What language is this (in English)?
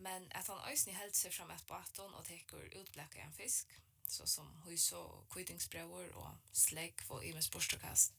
Faroese